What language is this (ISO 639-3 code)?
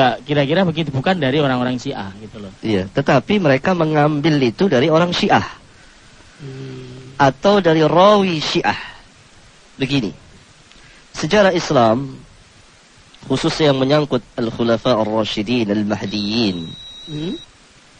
ind